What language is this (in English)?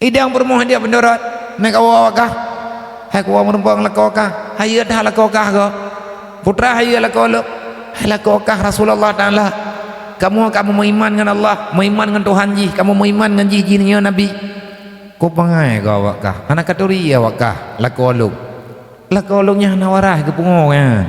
Achinese